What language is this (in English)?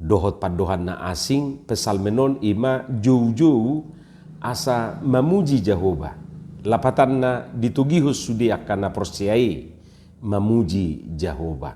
Batak Toba